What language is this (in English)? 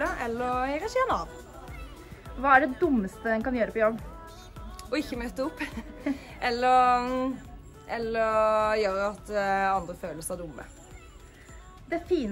Norwegian